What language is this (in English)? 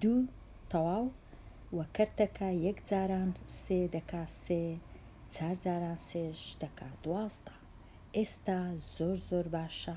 Central Kurdish